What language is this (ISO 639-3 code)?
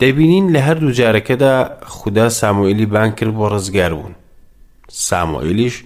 ckb